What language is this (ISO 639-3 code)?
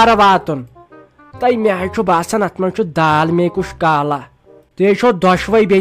kas